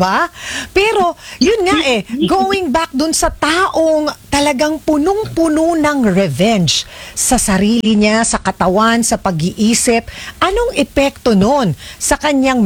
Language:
Filipino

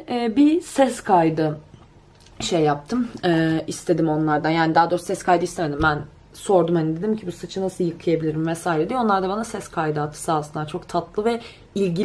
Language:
Turkish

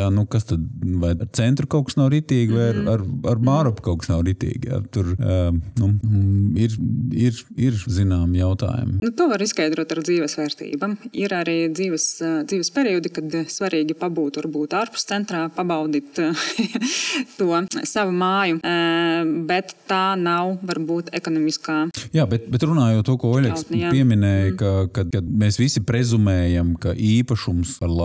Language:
Latvian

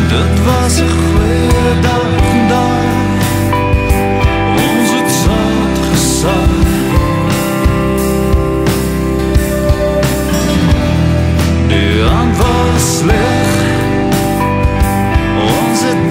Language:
Afrikaans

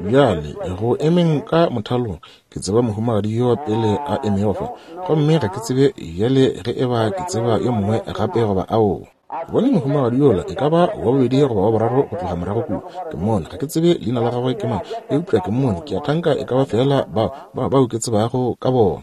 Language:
Northern Sotho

